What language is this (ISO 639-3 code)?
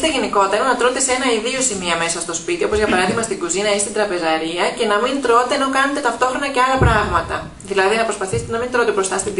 ell